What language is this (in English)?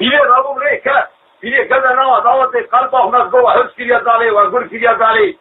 Kurdish